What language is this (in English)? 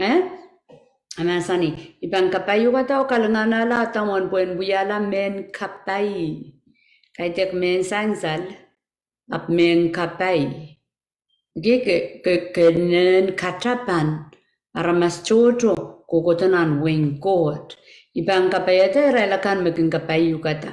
Pohnpeian